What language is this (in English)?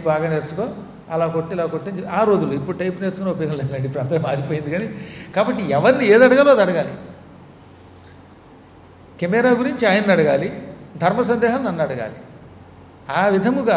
Telugu